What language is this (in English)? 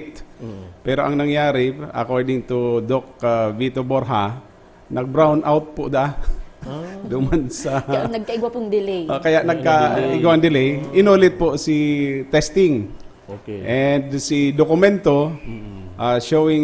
Bikol